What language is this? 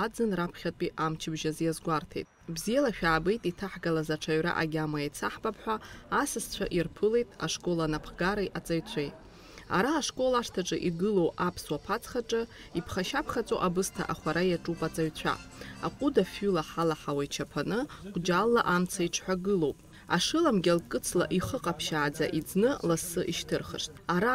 Abkhazian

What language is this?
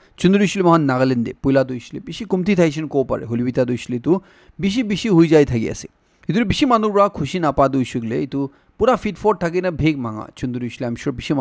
Naga Pidgin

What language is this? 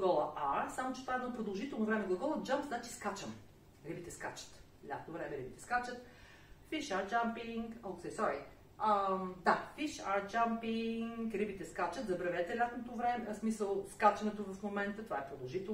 Bulgarian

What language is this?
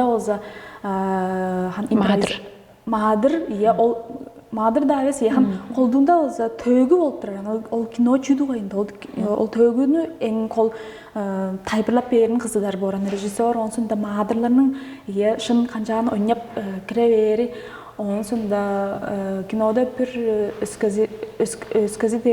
Tuvinian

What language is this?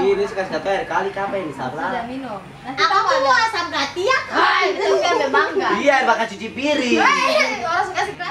Ambonese Malay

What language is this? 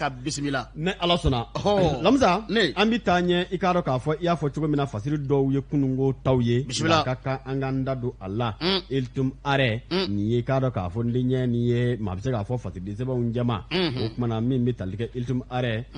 Bambara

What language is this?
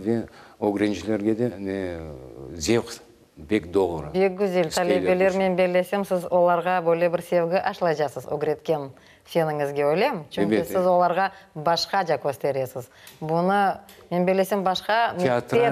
Crimean Tatar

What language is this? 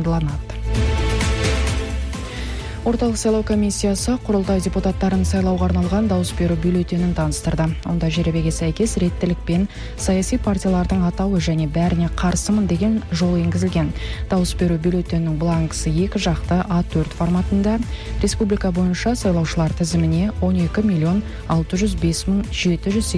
Kazakh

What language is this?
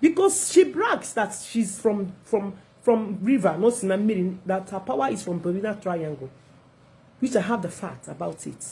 Igbo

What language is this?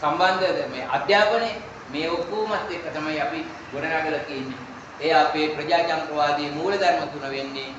Sinhala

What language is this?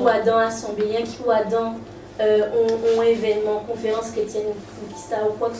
Guadeloupean Creole French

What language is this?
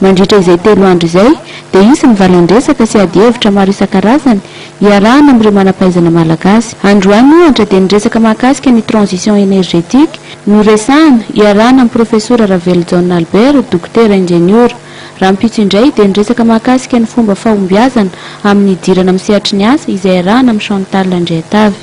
Malagasy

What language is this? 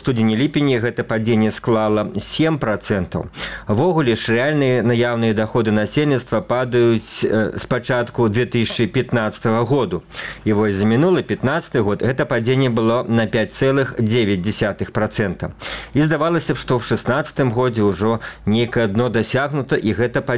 Belarusian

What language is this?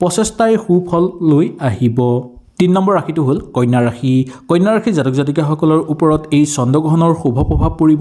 Assamese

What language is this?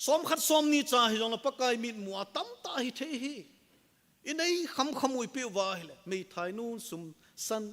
Thado Chin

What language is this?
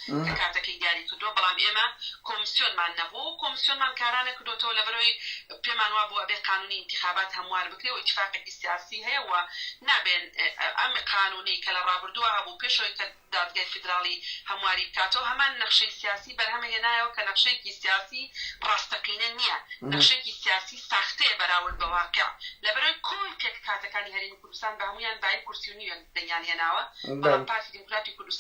Central Kurdish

